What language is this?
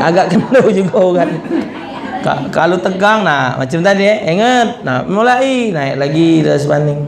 Musi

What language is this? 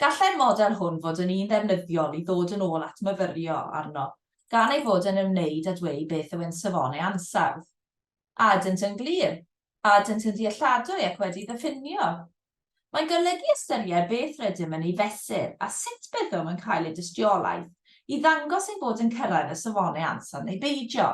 Welsh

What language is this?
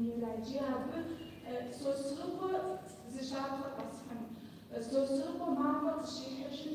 Kabardian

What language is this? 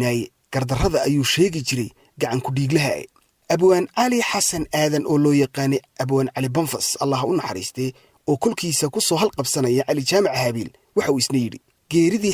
Somali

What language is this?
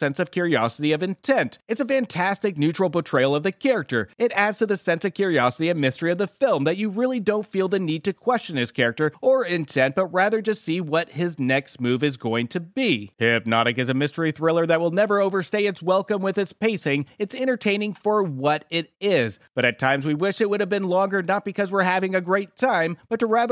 English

